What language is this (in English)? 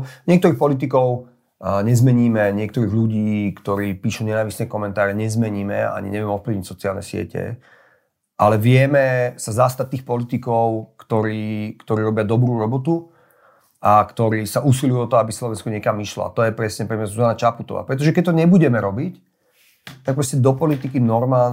Slovak